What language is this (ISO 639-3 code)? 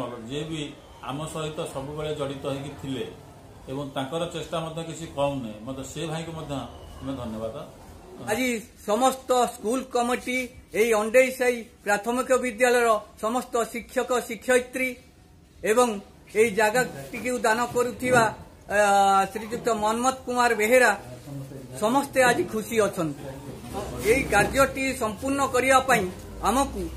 ori